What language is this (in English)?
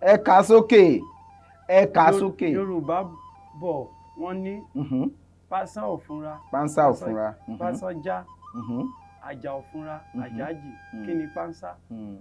Yoruba